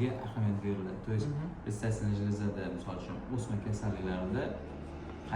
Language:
Uzbek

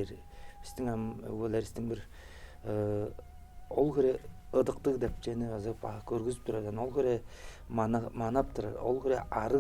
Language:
Tuvinian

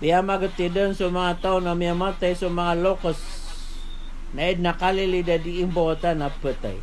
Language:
Maranao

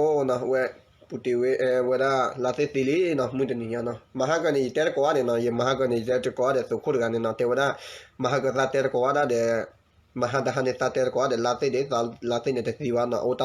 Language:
S'gaw Karen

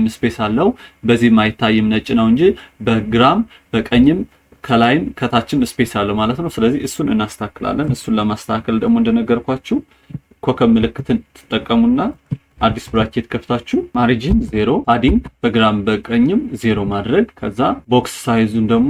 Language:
Amharic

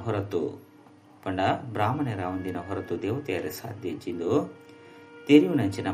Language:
Tulu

